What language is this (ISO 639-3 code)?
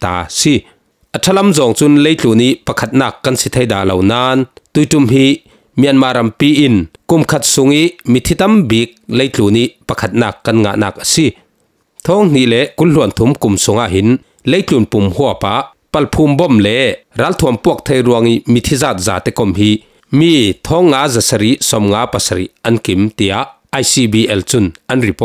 cfm